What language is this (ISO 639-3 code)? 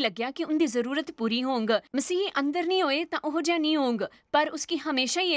doi